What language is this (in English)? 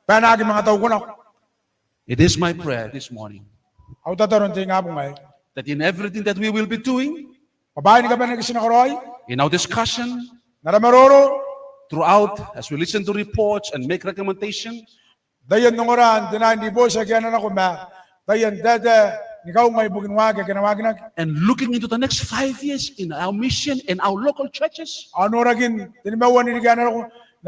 Gilbertese